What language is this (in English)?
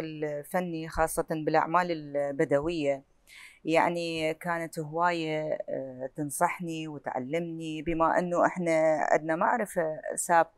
Mesopotamian Arabic